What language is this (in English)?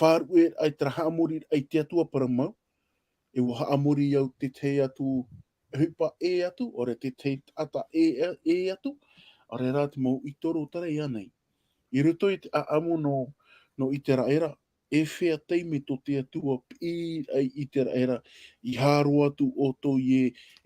Tahitian